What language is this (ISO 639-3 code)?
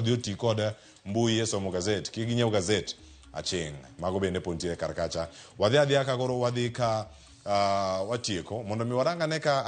luo